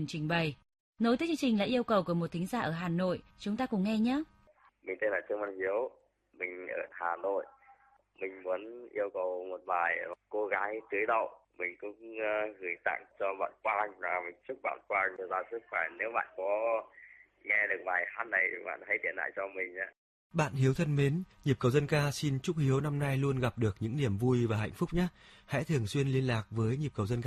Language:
Vietnamese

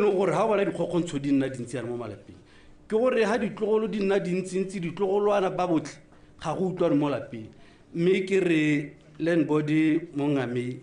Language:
Tswana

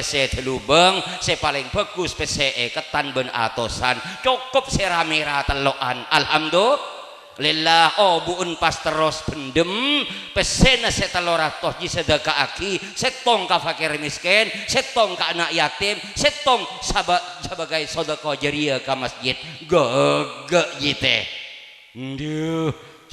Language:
Madurese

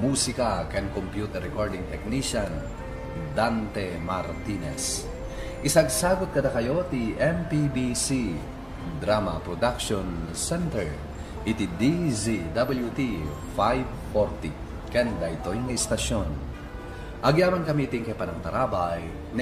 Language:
Iloko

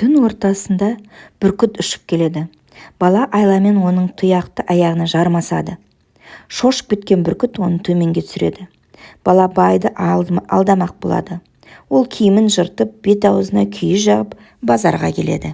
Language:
Kazakh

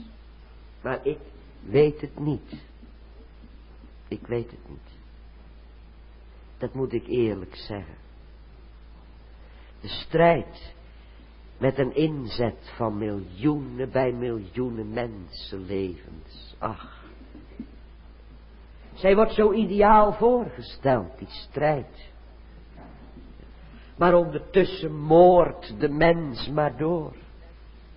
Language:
Dutch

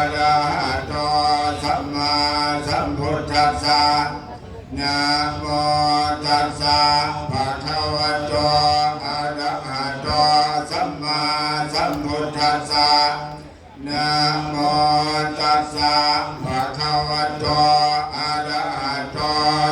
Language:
Pali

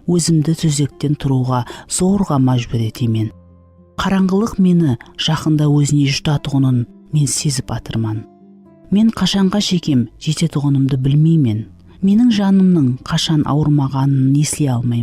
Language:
Kara-Kalpak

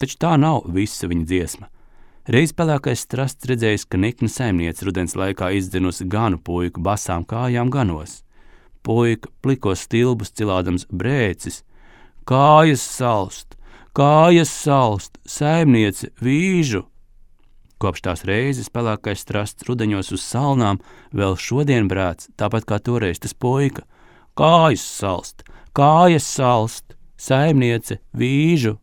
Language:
Latvian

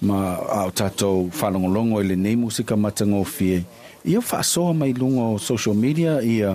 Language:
Samoan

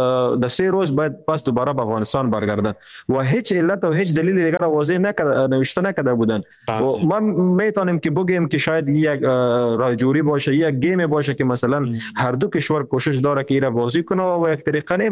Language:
Persian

